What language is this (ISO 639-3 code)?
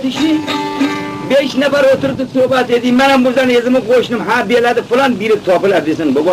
kmz